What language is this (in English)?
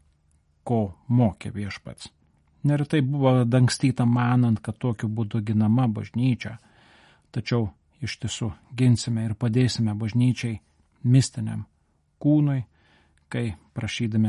Lithuanian